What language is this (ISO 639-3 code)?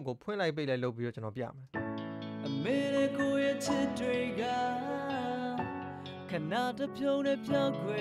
mya